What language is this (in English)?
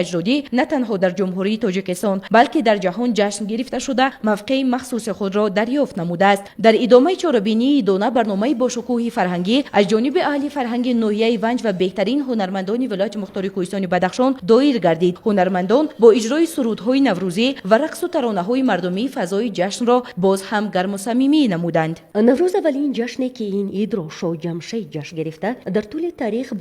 Tajik